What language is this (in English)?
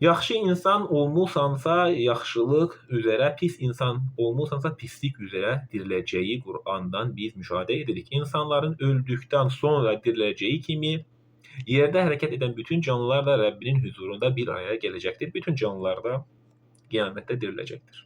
Azerbaijani